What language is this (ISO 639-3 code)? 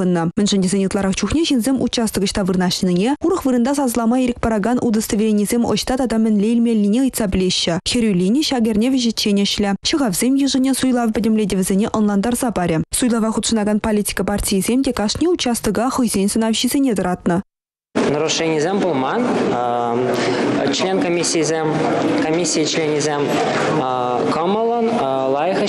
chv